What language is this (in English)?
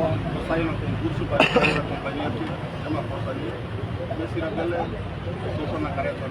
Tetum